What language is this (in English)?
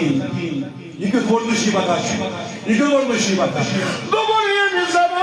Kashmiri